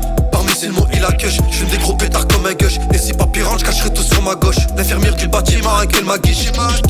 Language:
French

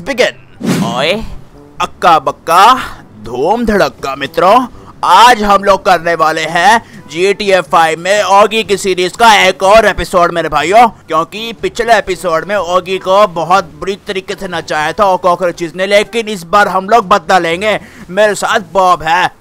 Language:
Hindi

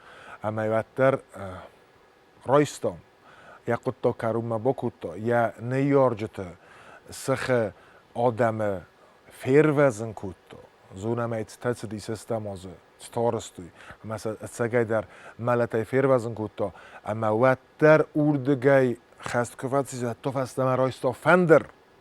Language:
Ossetic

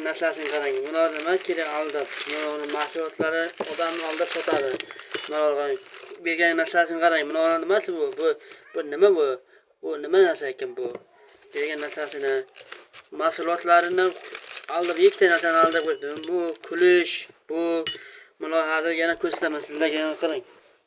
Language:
Uzbek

